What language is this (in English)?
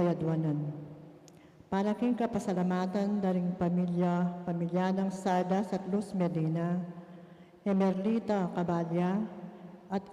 Pampanga